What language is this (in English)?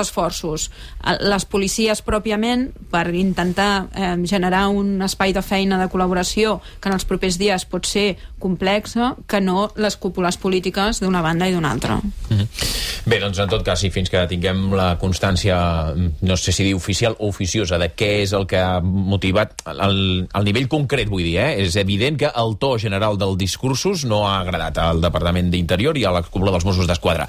Catalan